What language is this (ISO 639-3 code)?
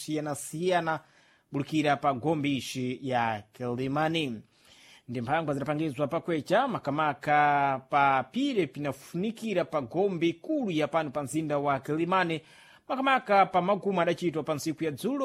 seh